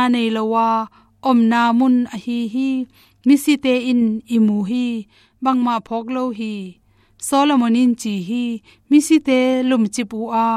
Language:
Tedim Chin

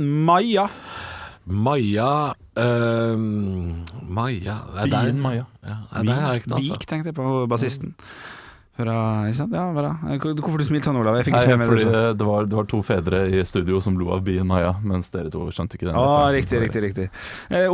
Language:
Norwegian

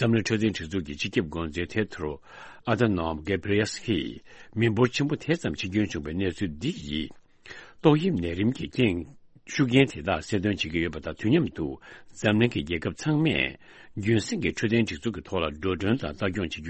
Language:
Tibetan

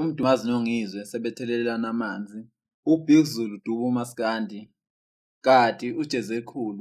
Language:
Zulu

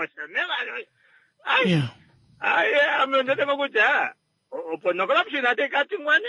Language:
Kuanyama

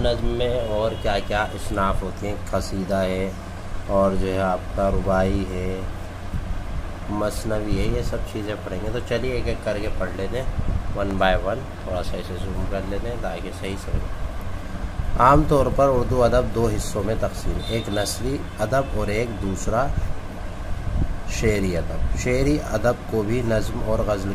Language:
Urdu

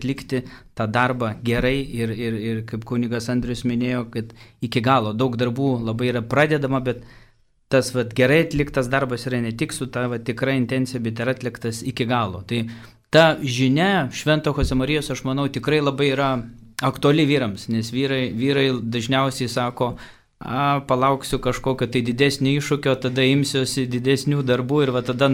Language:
Lithuanian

